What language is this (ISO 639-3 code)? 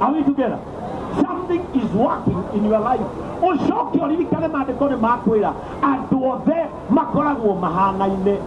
kik